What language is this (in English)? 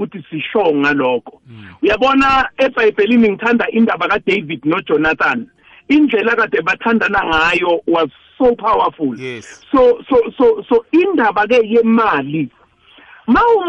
South Ndebele